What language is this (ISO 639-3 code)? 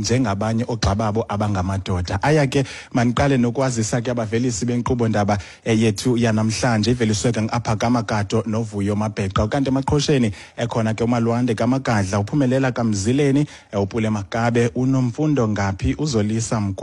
xho